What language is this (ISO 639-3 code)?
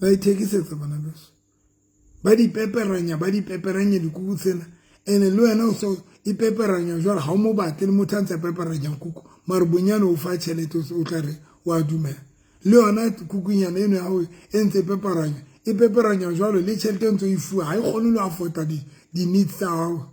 sot